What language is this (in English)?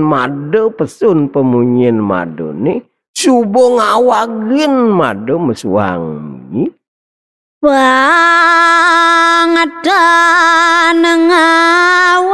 Balinese